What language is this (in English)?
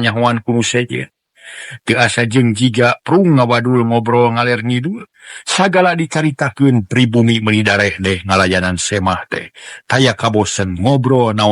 Sundanese